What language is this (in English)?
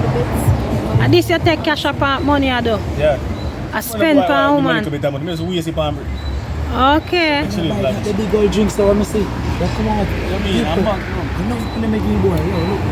Jamaican Creole English